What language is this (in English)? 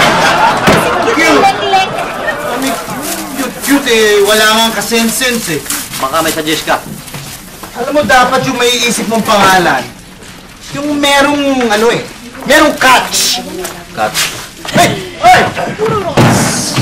Filipino